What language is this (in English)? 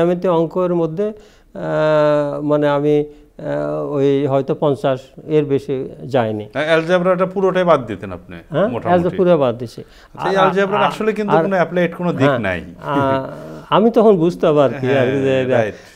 Bangla